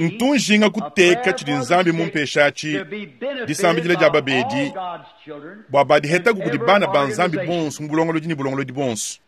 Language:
Luba-Lulua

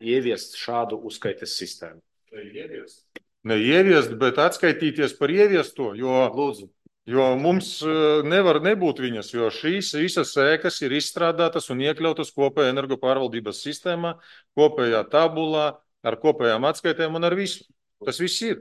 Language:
Latvian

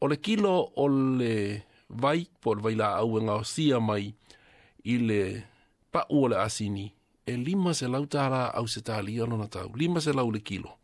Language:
Samoan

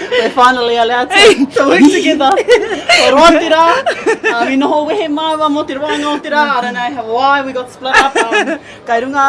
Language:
Māori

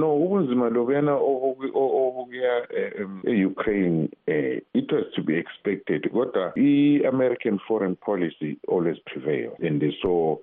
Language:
North Ndebele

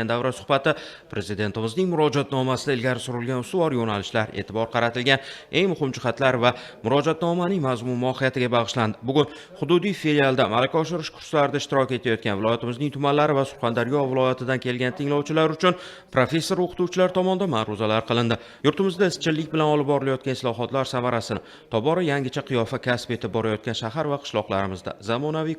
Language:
Uzbek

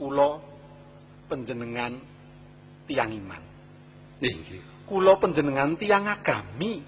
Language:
Javanese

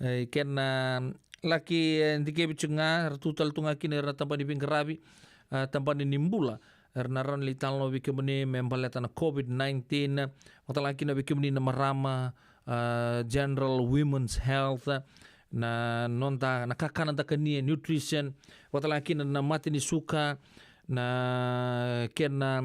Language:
Fijian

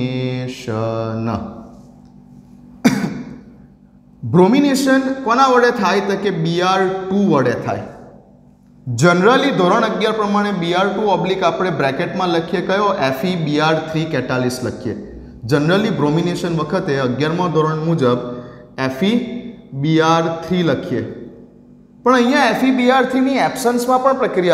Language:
Gujarati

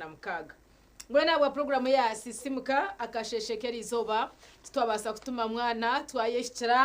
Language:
Nyankole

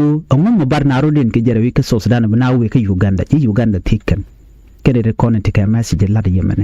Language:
Nuer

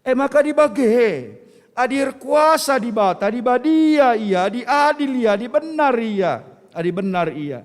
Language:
Batak Karo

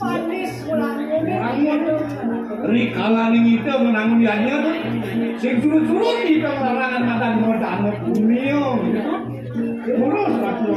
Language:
Balinese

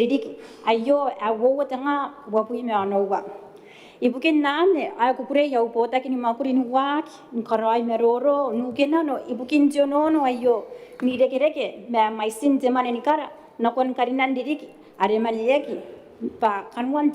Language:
Gilbertese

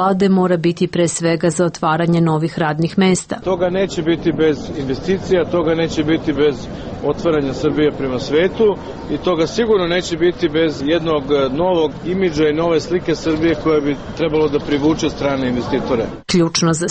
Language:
Serbian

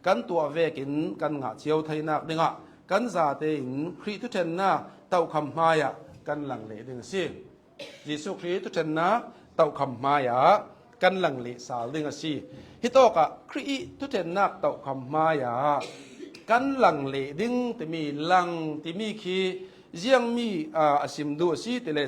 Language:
Hakha Chin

